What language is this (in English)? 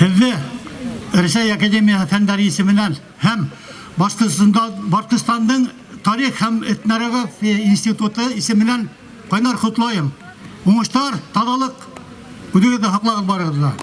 Bashkir